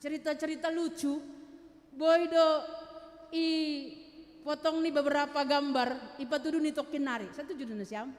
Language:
Batak Simalungun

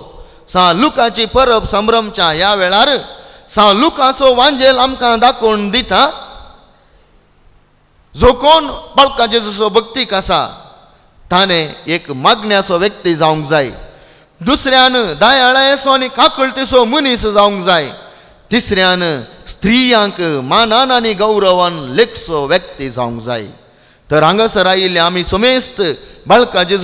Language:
Konkani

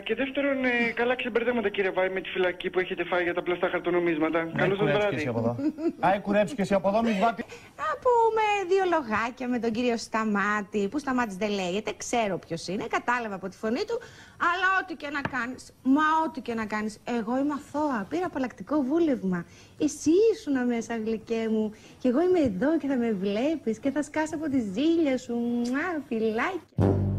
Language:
Greek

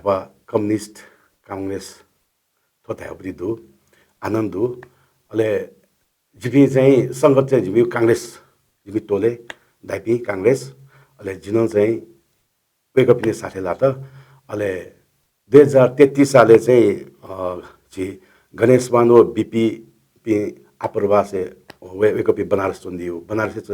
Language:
Newari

